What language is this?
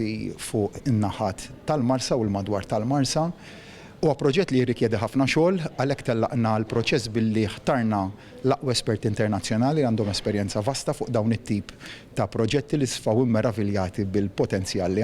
Maltese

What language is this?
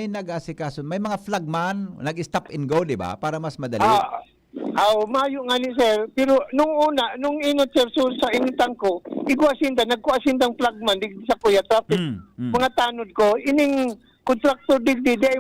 Bikol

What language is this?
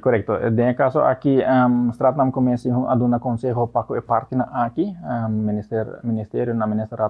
Papiamento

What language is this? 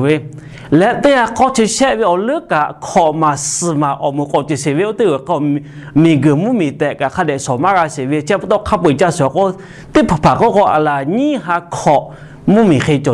Lahu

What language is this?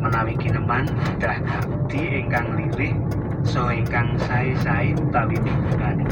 Javanese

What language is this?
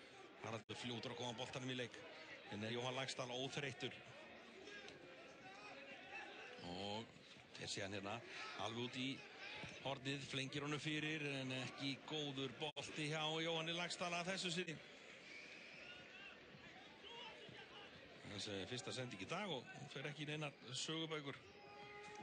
Icelandic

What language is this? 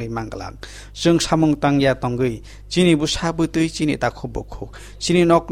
Kok Borok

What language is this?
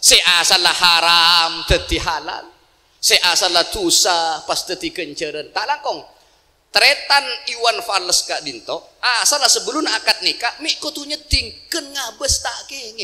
Madurese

